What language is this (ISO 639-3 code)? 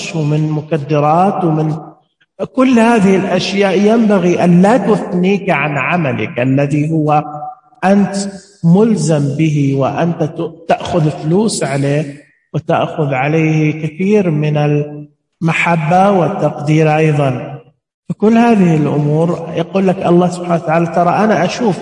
ars